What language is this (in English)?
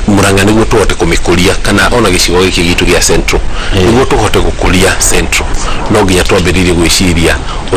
Kikuyu